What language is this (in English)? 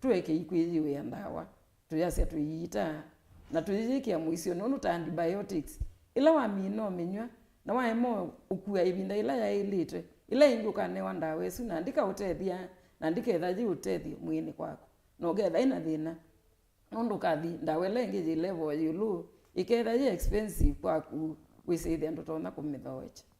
Kamba